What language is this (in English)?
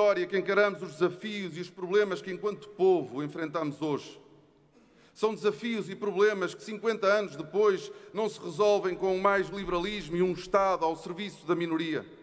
Portuguese